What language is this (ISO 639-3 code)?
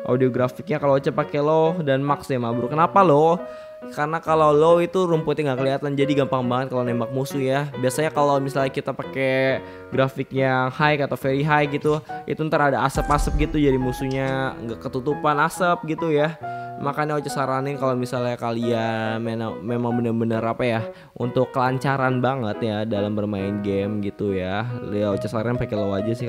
ind